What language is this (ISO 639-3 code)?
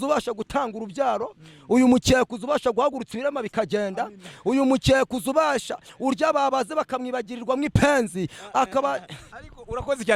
kin